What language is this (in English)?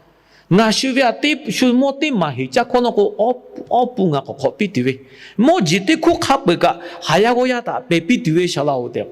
Lahu